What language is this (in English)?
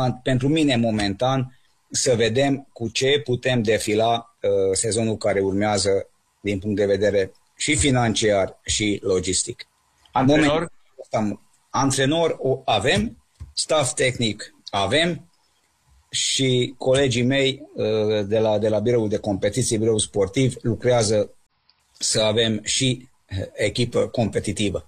Romanian